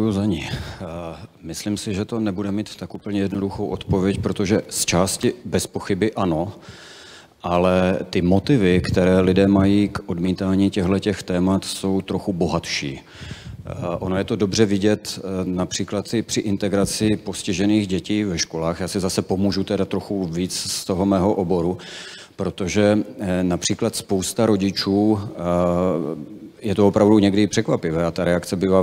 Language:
Czech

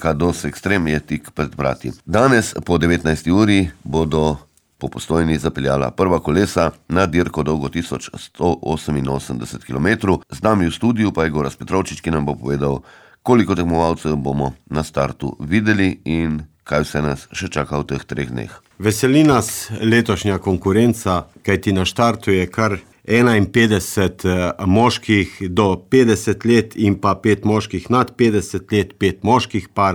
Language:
Slovenian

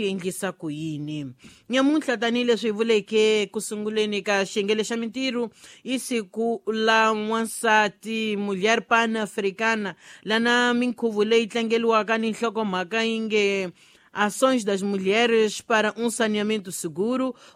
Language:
Tsonga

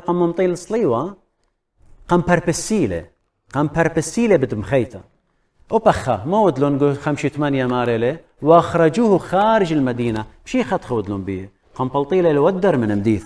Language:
Assyrian Neo-Aramaic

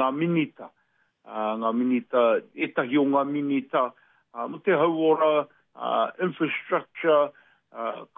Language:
Māori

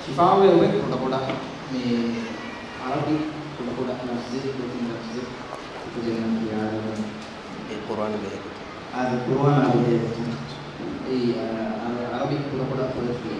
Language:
Divehi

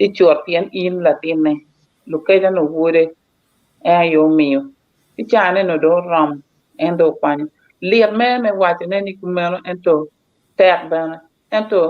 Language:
Acoli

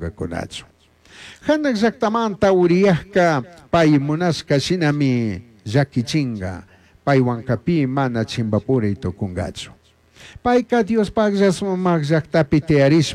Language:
Chimborazo Highland Quichua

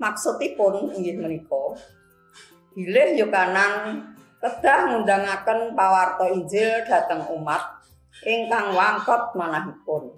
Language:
Javanese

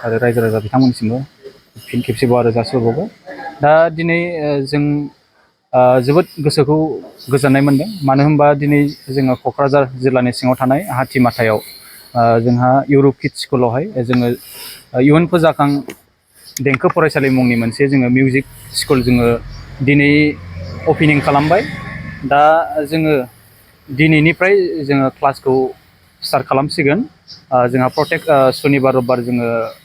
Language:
Bodo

